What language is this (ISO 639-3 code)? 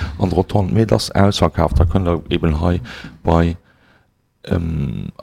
ltz